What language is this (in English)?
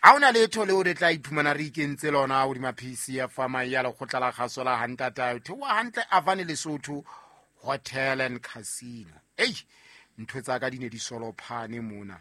Southern Sotho